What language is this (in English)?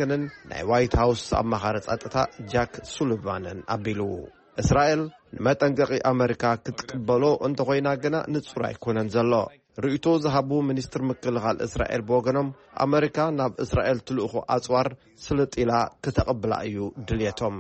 Tigrinya